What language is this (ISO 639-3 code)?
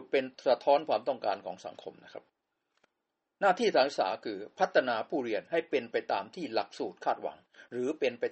tha